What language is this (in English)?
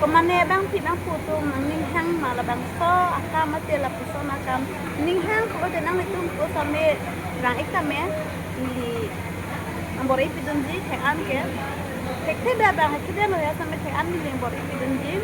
Karbi